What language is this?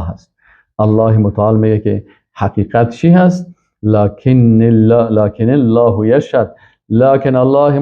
Persian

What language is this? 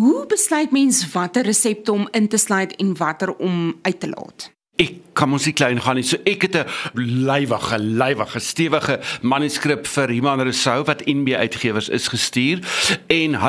Afrikaans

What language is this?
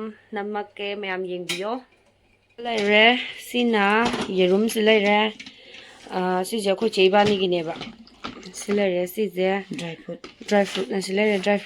Manipuri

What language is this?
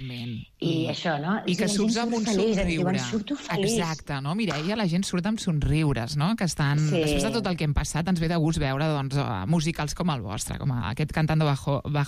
Catalan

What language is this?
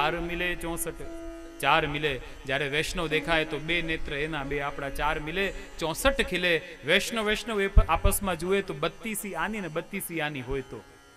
Gujarati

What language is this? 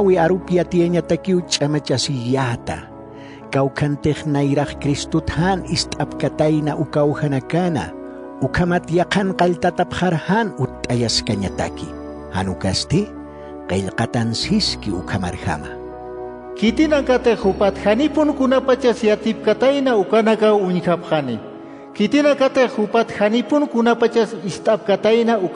Aymara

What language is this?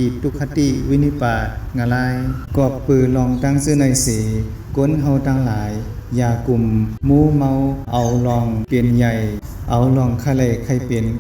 Shan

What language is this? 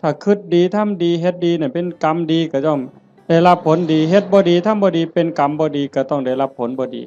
Northeastern Thai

